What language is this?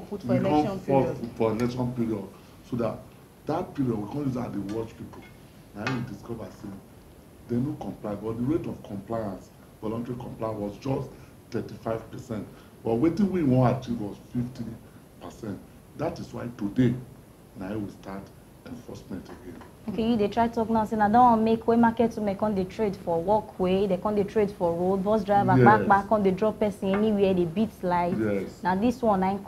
Nigerian Pidgin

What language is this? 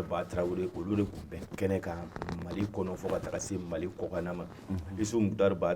Bambara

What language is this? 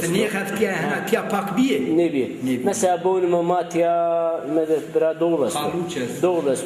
Zaza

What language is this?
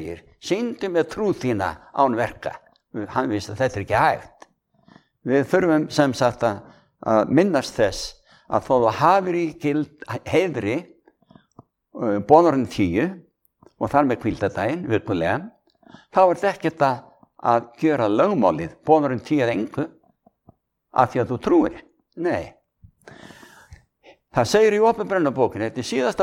Icelandic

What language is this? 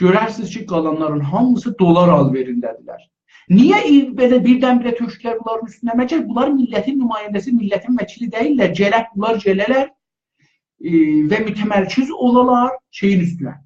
South Azerbaijani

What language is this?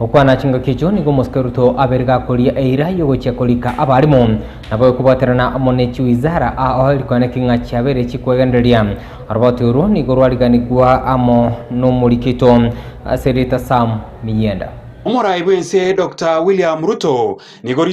Gusii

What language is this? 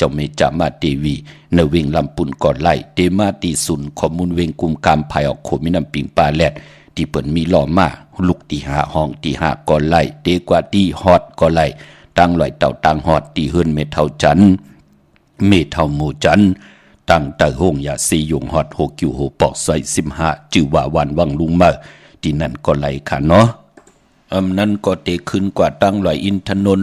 Shan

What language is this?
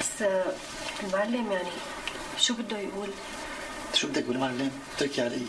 North Levantine Arabic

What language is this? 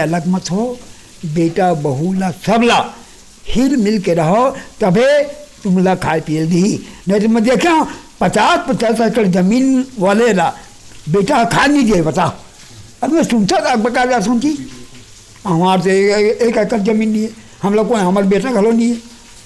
Chhattisgarhi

